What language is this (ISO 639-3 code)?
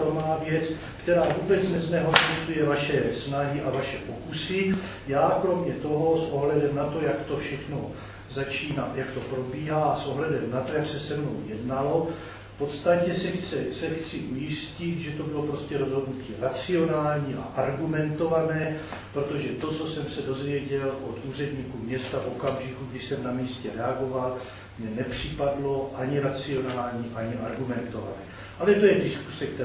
ces